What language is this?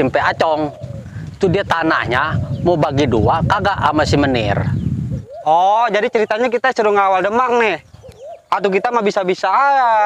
Betawi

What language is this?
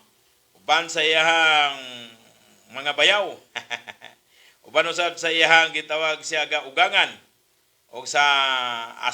Cebuano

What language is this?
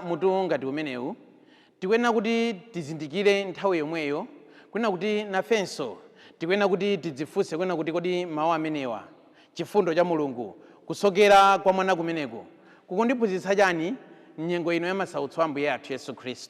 Nyanja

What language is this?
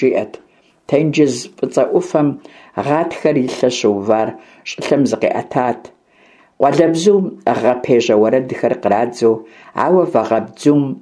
Kabardian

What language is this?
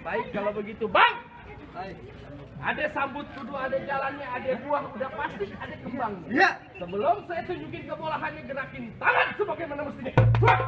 Betawi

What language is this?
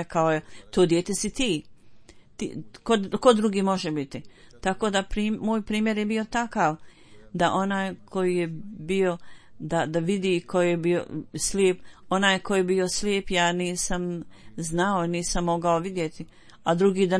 Bosnian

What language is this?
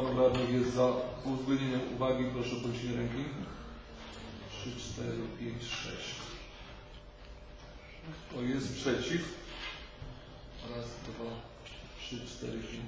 Polish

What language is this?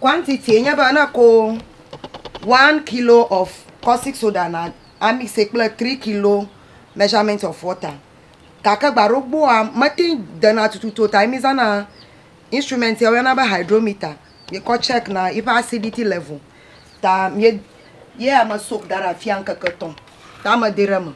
Ewe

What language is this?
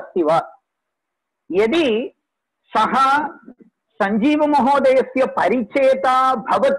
Sanskrit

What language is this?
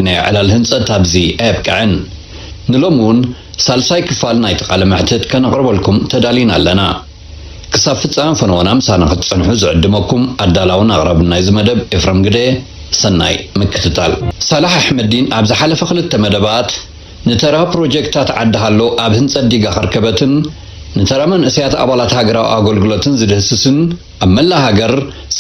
Tigrinya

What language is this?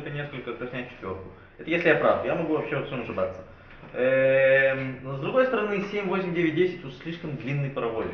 Russian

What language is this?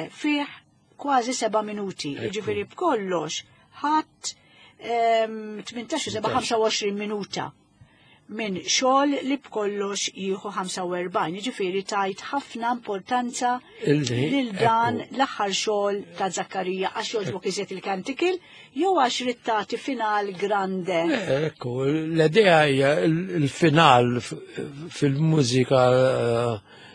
Maltese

